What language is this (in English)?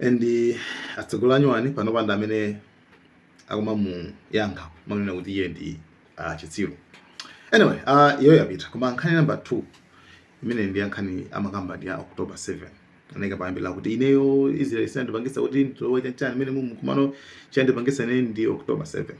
Nyanja